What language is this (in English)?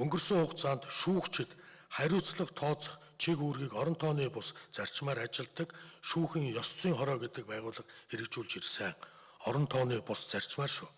Mongolian